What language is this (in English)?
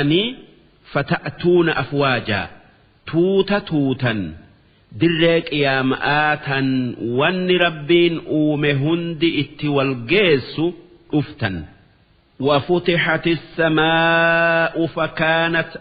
Oromo